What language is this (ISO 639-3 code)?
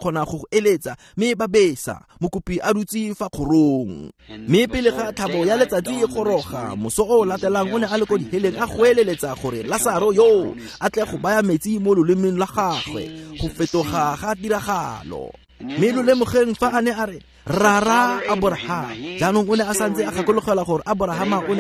tsn